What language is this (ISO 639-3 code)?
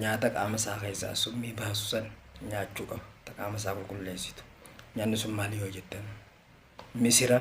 orm